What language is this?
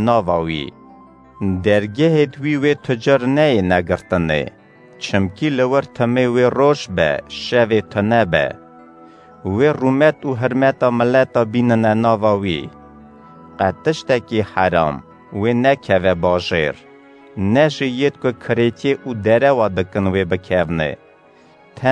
Kurdish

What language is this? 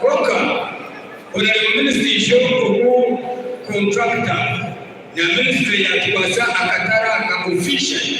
Nyankole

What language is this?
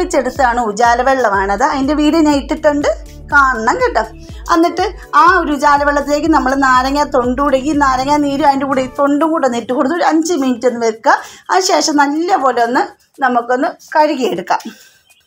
Malayalam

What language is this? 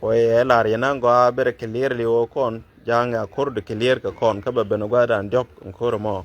Nuer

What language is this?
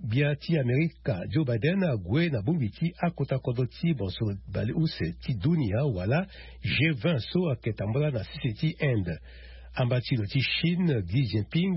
Sango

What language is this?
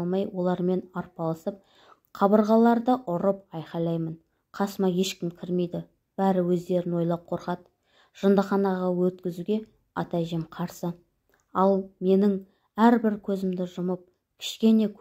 Kazakh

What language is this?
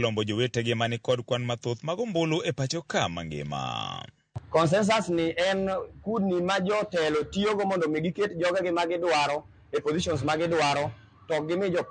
Luo (Kenya and Tanzania)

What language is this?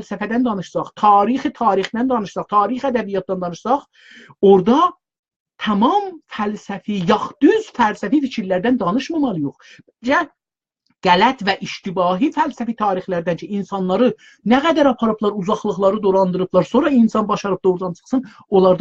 South Azerbaijani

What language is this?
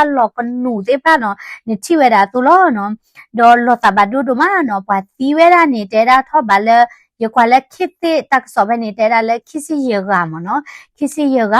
S'gaw Karen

